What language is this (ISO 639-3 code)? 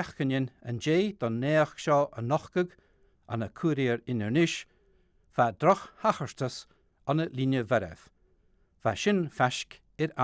gla